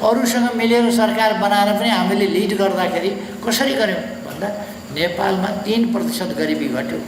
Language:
Nepali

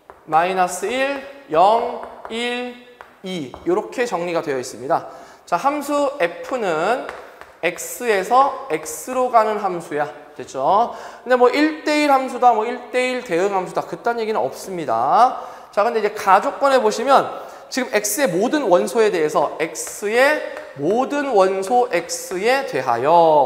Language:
Korean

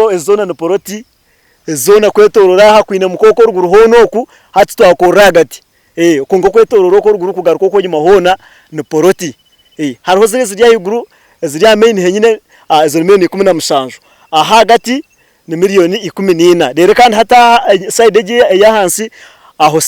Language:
Nyankole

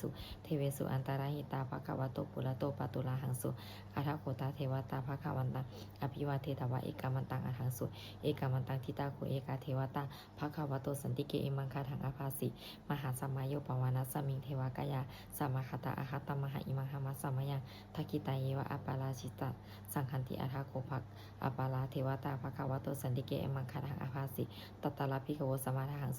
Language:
Pali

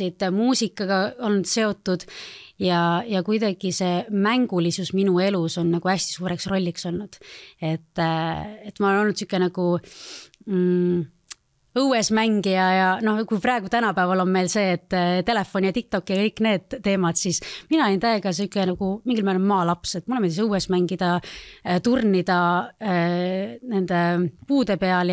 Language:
Estonian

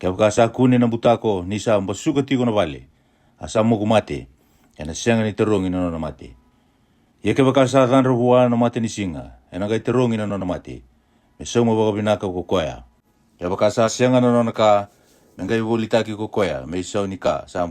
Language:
Fijian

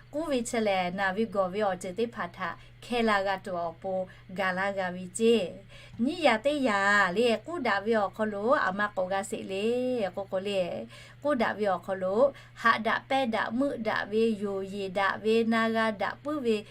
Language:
Lahu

